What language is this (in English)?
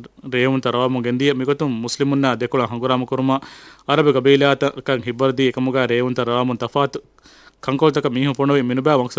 Divehi